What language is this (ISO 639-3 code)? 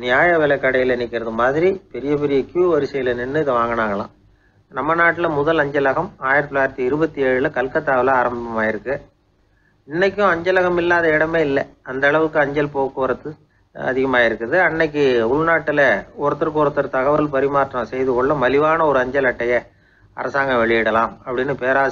tam